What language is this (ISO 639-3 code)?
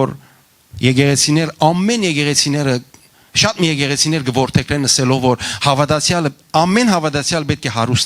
hyw